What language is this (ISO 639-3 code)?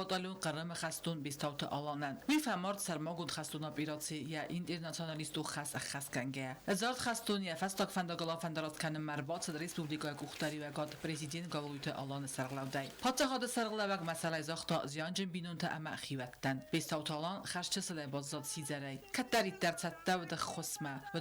oss